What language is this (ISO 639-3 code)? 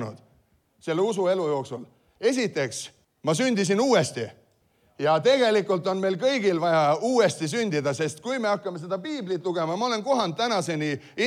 est